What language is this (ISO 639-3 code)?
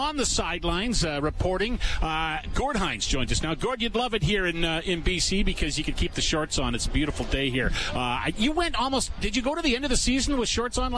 eng